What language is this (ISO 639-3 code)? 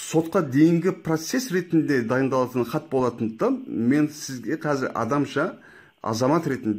kaz